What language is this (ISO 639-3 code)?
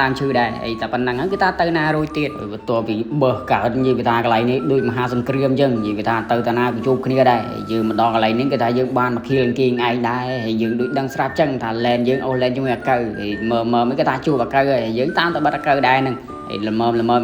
khm